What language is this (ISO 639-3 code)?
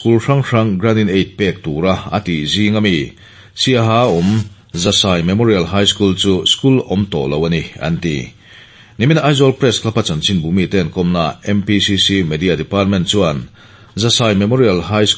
lus